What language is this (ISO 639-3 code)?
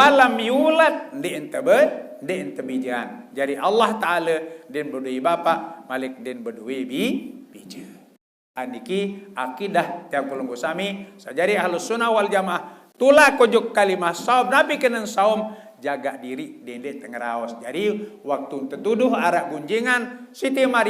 sas